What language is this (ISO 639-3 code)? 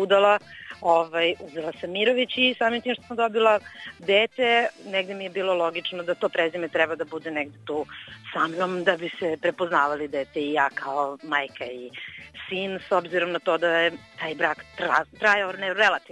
srp